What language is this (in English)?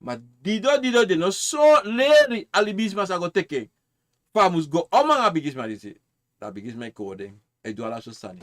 Sranan Tongo